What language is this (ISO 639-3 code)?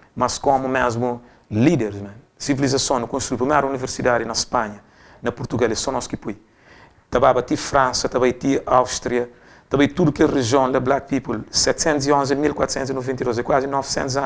kea